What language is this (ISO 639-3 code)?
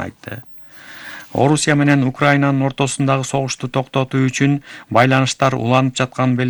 kir